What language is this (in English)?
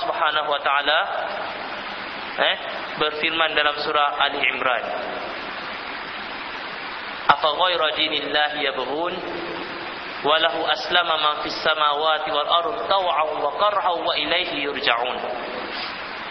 Malay